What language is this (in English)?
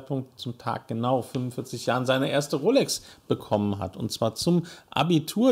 German